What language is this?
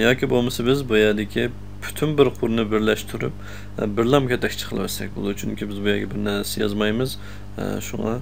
Uyghur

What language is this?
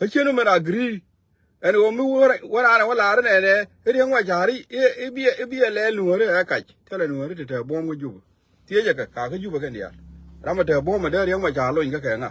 Nuer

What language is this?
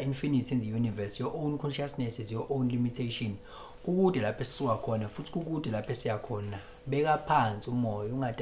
Zulu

